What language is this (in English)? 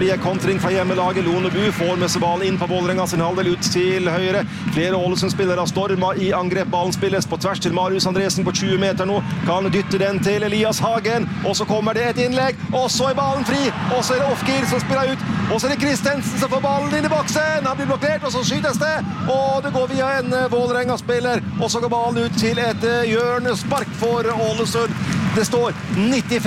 Norwegian